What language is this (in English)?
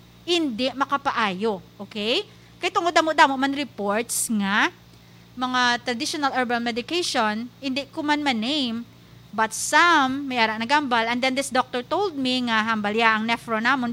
Hiligaynon